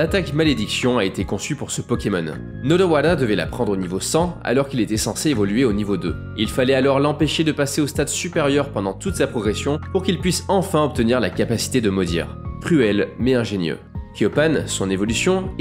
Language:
French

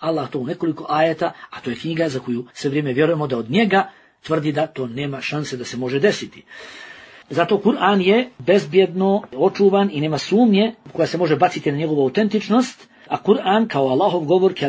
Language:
Bosnian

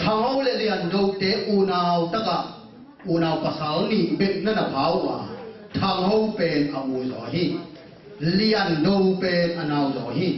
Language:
Tedim Chin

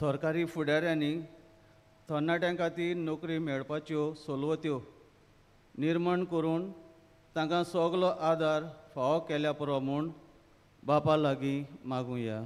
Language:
Konkani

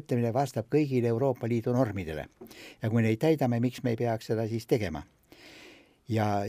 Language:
Estonian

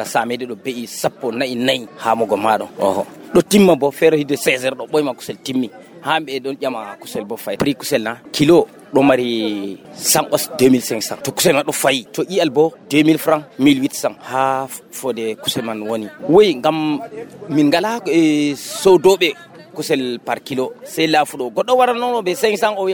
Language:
Nigerian Fulfulde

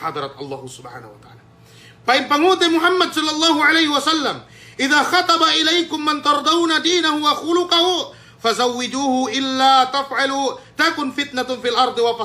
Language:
Yakan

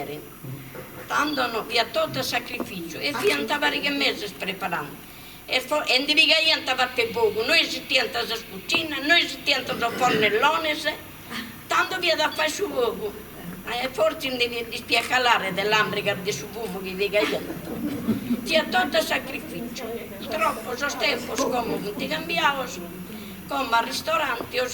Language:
Sardinian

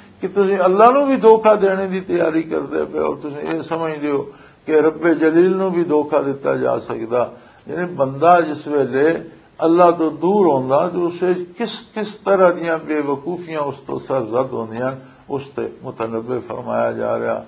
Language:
Western Panjabi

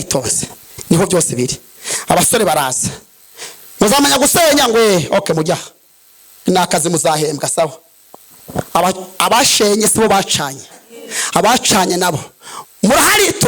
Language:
Kinyarwanda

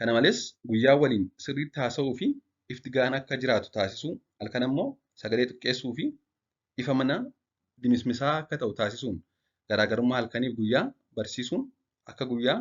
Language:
Oromo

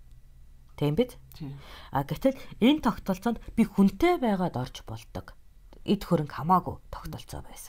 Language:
Mongolian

